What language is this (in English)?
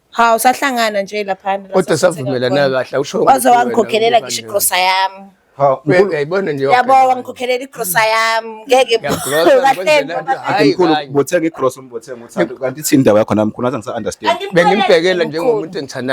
Zulu